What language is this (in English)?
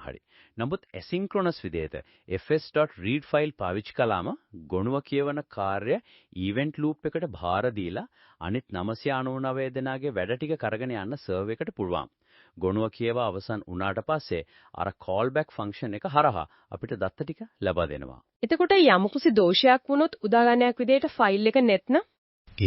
Sinhala